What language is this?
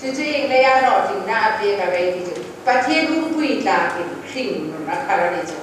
Hmar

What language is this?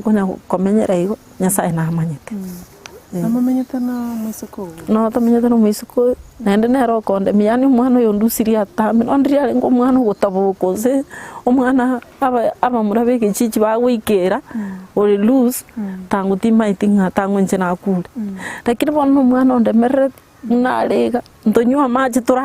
Gusii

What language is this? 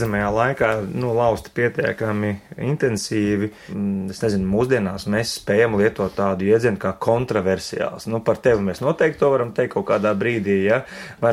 Latvian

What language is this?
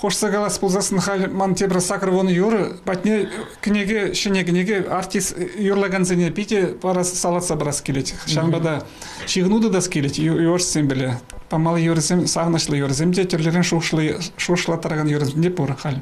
Chuvash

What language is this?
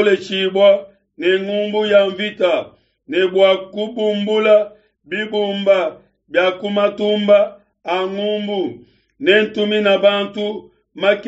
Luba-Lulua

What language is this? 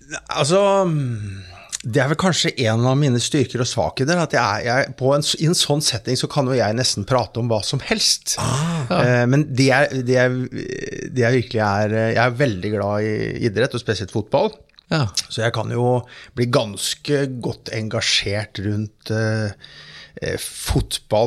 Norwegian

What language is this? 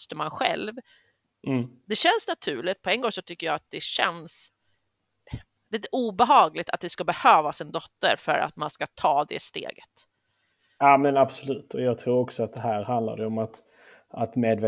Swedish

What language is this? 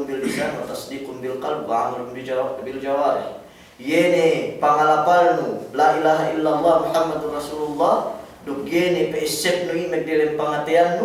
Yakan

